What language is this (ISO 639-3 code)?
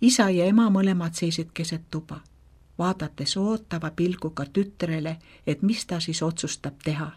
est